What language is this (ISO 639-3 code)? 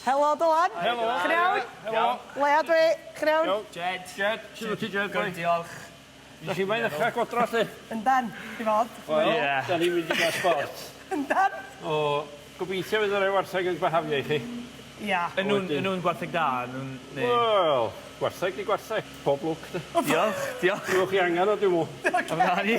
cym